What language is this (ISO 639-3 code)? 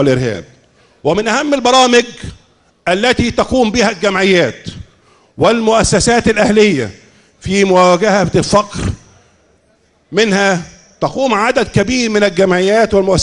arz